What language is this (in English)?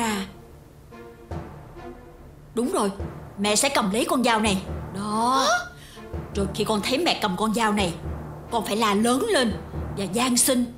Vietnamese